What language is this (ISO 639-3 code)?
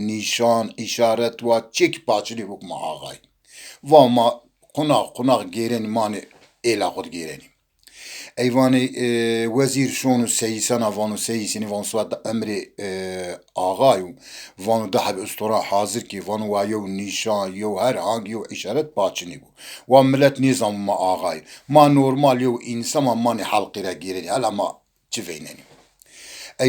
zza